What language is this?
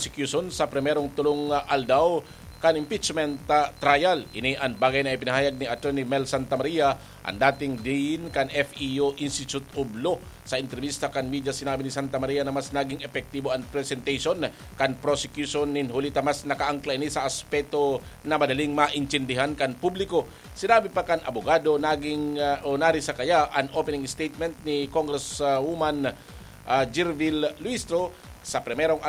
Bikol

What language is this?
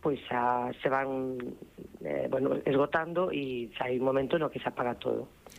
Galician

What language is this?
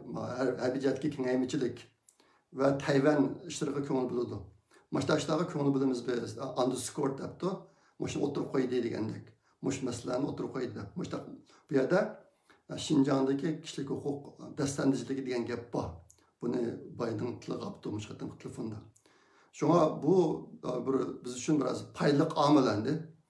Uyghur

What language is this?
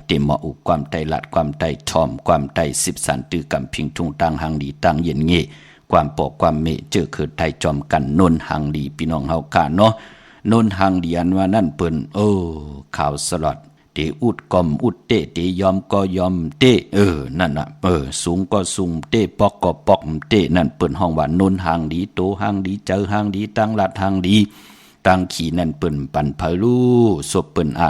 Shan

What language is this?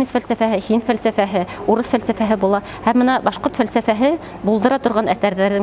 Bashkir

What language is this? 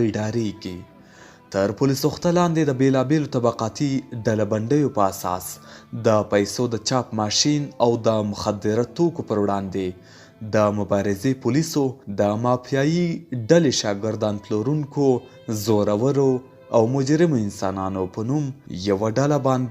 Pashto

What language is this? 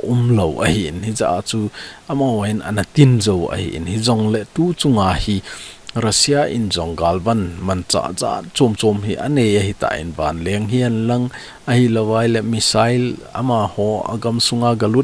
Thado Chin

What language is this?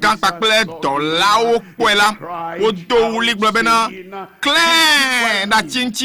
Ewe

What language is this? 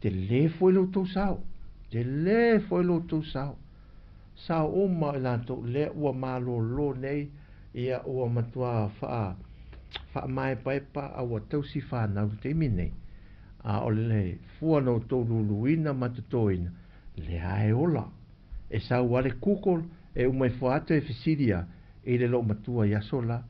Samoan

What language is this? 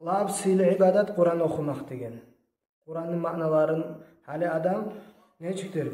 Kumyk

